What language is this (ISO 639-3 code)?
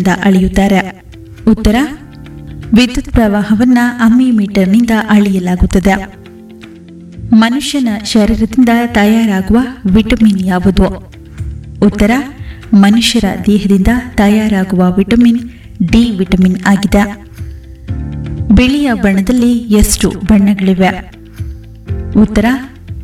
kan